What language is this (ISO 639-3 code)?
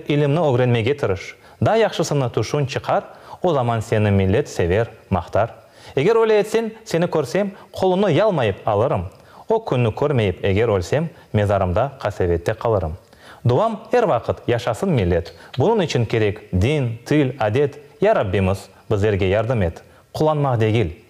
crh